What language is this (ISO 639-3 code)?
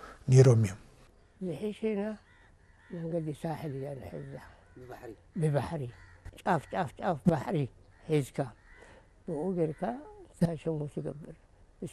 tir